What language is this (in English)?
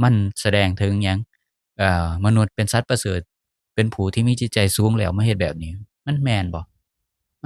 Lao